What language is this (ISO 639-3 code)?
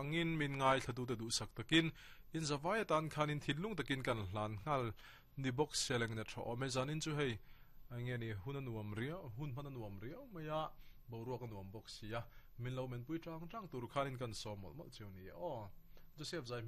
lus